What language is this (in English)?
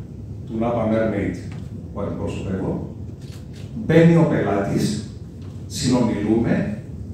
Greek